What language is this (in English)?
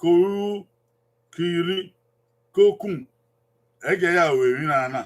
Bini